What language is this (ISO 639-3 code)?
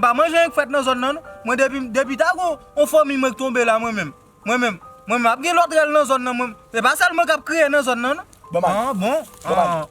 hat